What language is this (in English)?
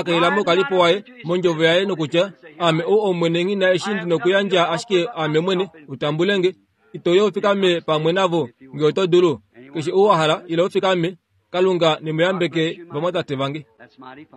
Kuanyama